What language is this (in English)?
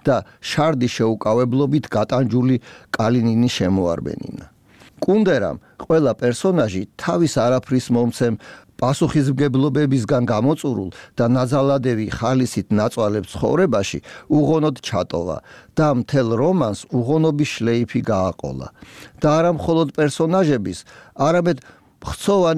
Georgian